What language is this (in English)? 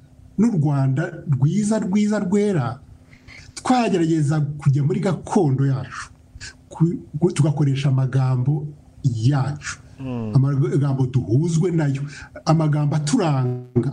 Kinyarwanda